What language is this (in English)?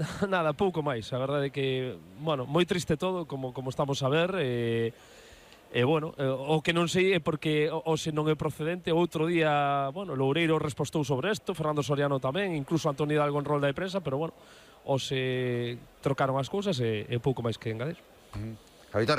Galician